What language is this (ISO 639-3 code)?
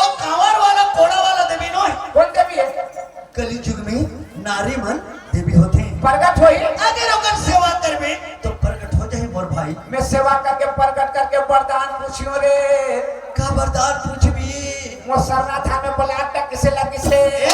hne